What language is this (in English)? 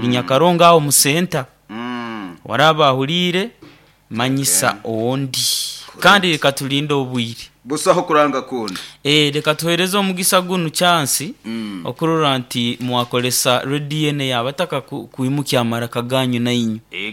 Nyoro